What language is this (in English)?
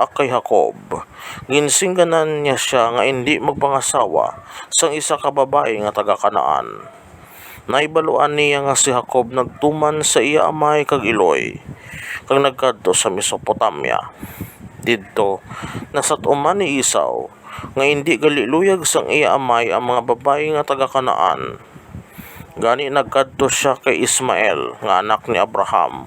Hiligaynon